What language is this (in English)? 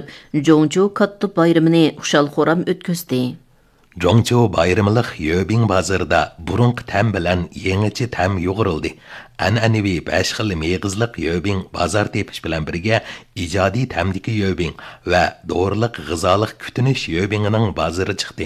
Uyghur